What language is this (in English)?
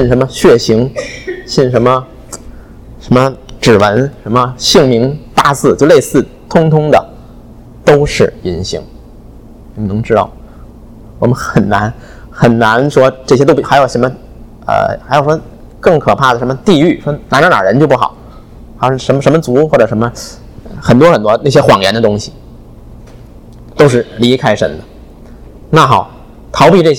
Chinese